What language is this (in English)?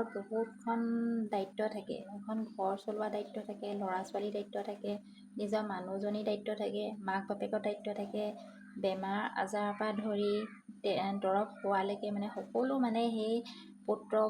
Assamese